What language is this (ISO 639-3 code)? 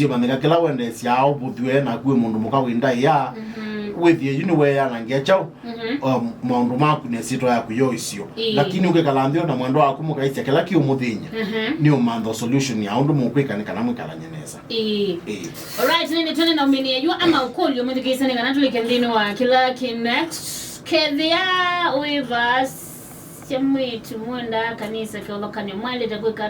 kam